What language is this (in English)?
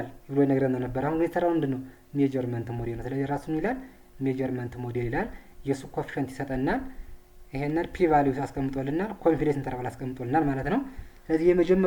Amharic